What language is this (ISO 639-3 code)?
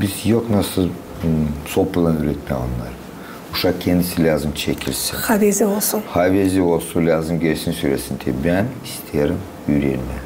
gag